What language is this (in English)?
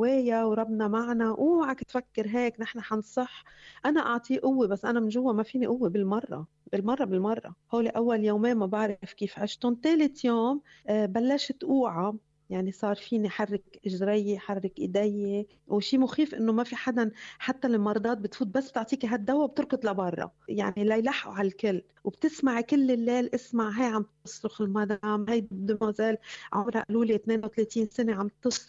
North Levantine Arabic